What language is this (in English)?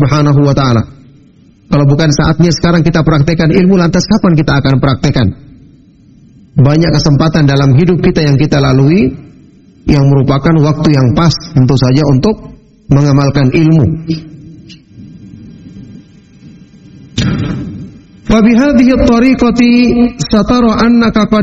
Indonesian